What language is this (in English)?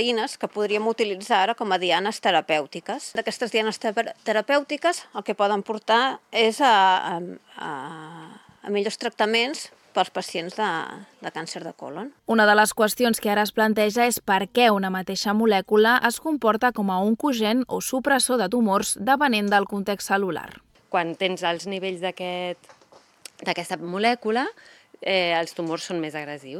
Catalan